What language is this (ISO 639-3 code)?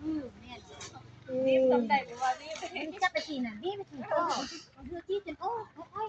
lao